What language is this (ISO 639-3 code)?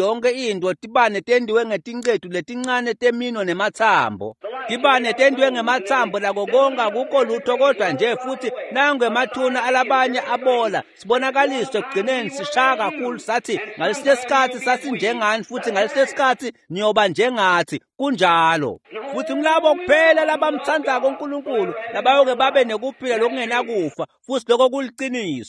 ssw